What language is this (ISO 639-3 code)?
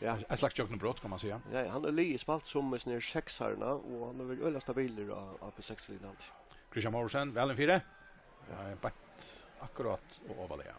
fao